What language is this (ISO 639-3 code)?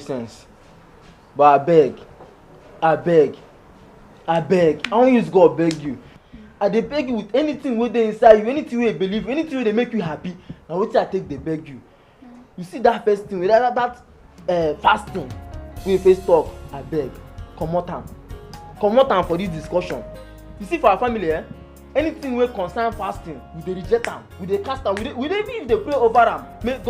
pcm